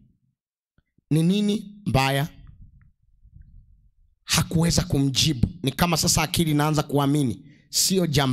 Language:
Swahili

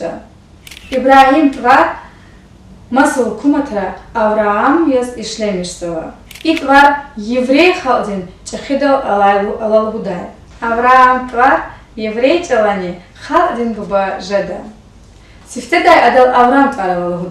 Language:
Lezghian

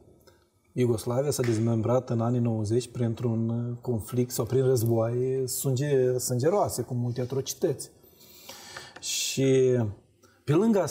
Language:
Romanian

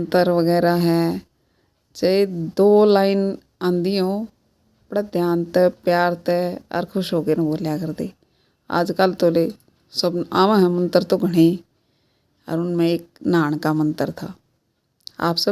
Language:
Haryanvi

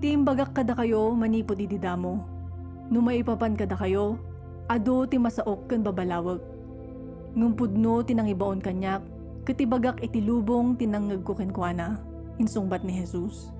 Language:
Iloko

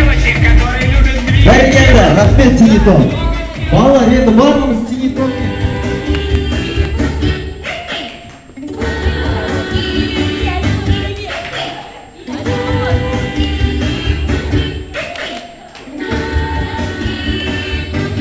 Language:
Kazakh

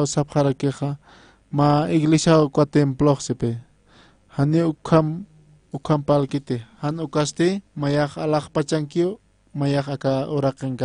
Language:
Aymara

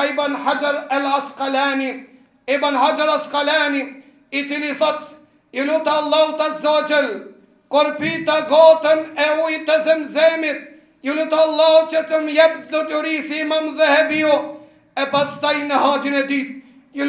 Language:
Albanian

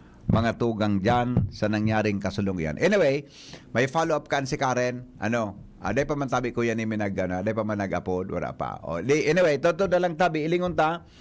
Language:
Bikol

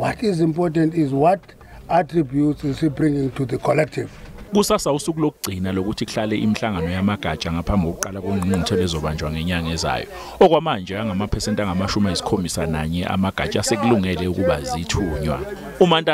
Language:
Zulu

